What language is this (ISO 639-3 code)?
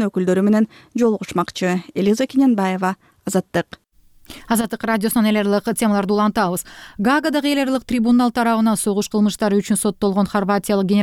kir